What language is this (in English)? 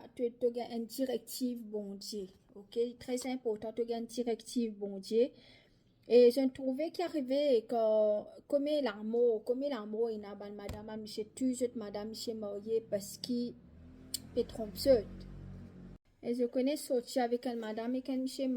Morisyen